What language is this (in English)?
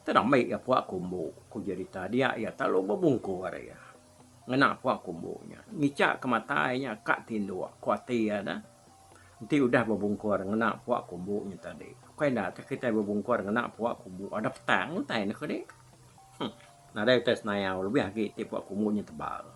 Iban